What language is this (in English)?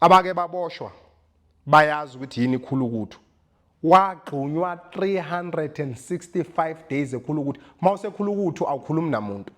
Zulu